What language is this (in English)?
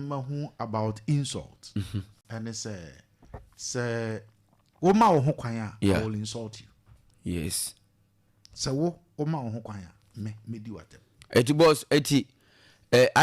Akan